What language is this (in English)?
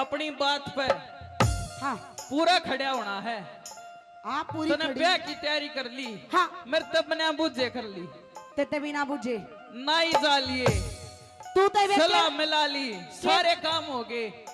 Haryanvi